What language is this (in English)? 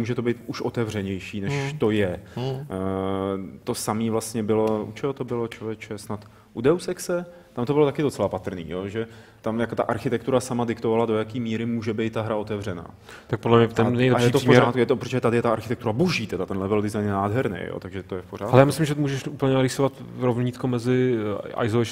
Czech